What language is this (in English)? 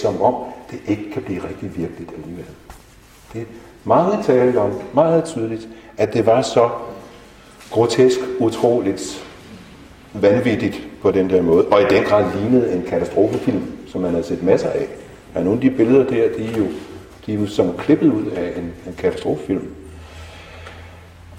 Danish